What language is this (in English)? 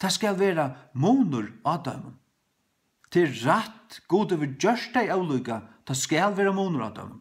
Faroese